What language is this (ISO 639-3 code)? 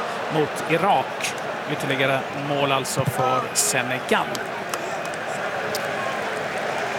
swe